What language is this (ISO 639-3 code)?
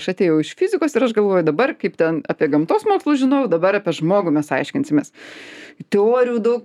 lit